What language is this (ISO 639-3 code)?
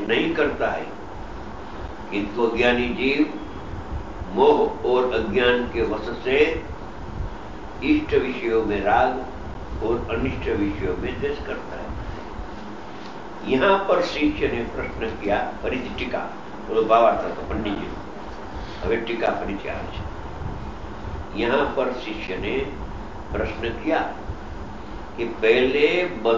guj